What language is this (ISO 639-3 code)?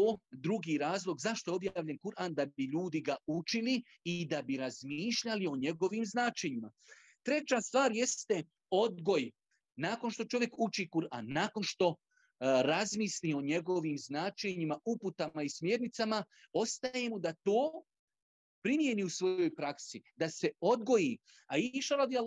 bos